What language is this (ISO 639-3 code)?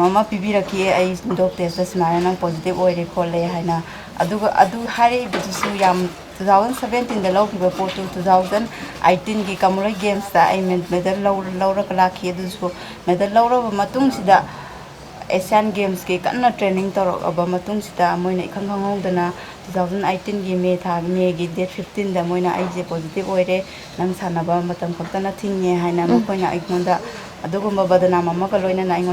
mni